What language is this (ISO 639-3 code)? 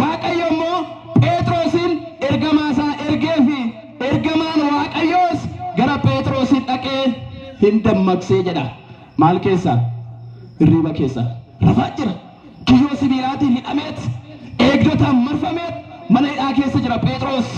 orm